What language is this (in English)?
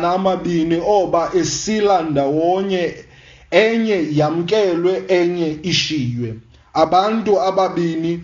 Xhosa